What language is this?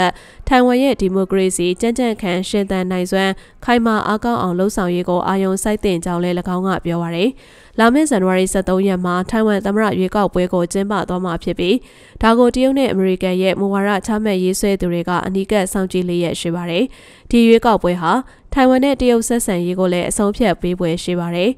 Burmese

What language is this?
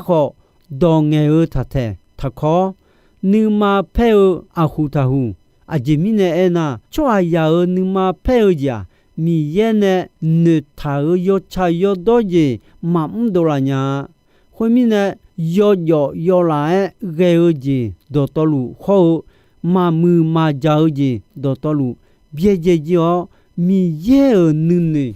Akha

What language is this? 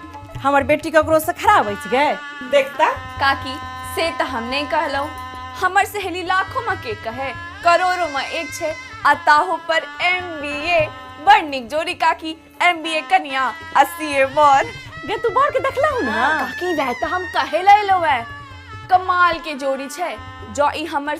Maithili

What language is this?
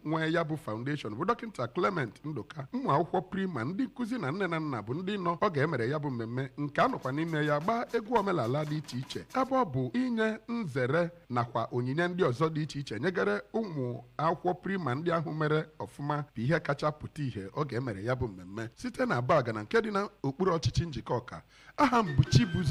Igbo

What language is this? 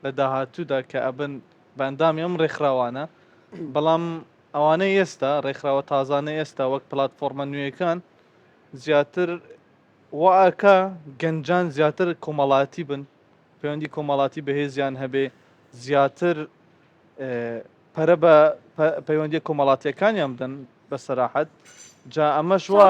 Central Kurdish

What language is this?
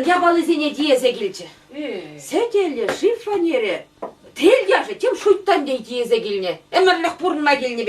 Chuvash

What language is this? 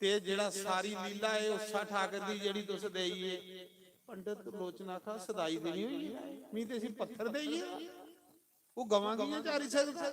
Dogri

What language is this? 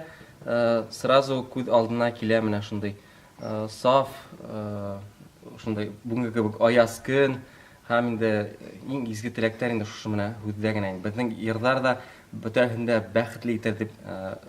Bashkir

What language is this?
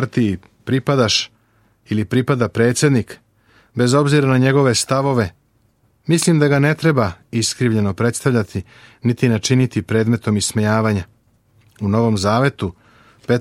Serbian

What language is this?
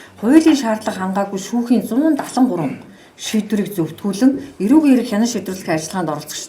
Mongolian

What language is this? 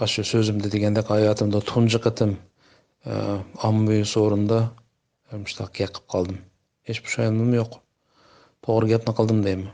Uyghur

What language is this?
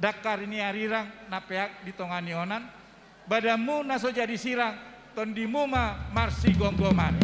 Batak Toba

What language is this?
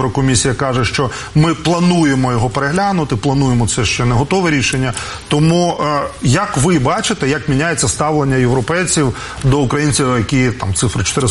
Ukrainian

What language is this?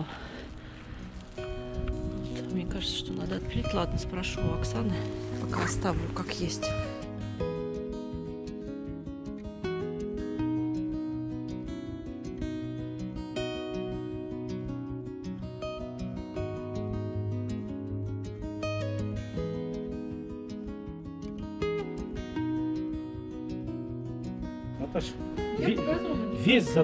Russian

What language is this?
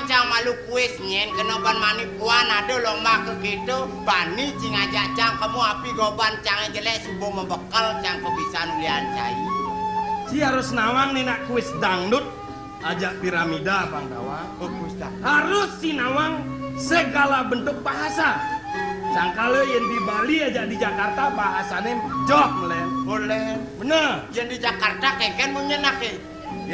Balinese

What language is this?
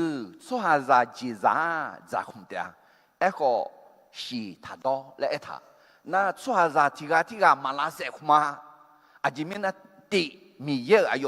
Akha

